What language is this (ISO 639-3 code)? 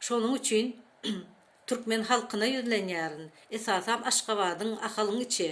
tuk